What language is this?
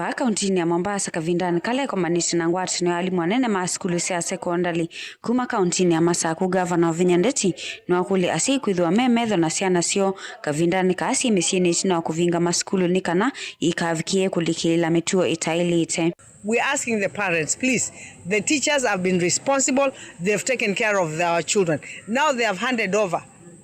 Kamba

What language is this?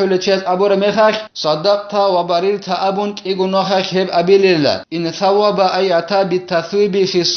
Avaric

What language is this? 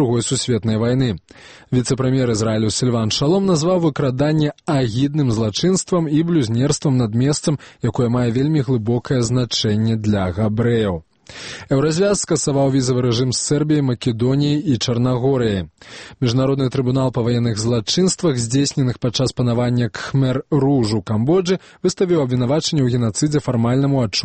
Belarusian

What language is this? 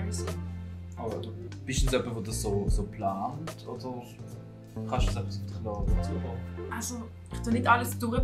Swiss German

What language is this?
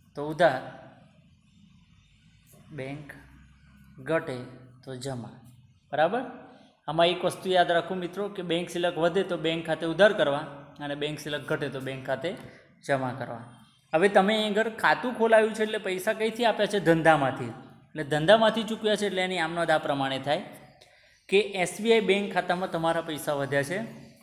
Gujarati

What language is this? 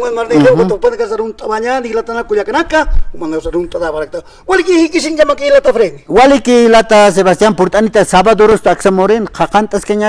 Aymara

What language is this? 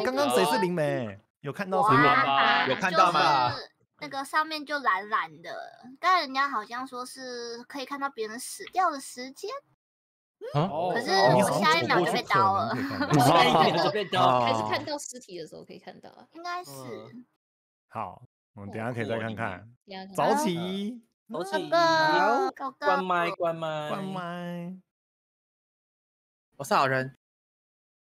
Chinese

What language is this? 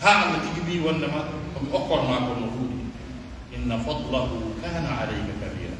Pular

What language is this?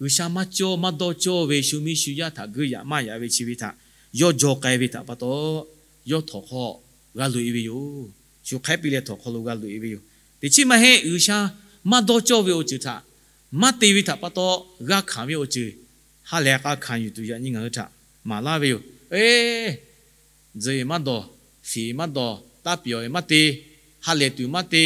Lahu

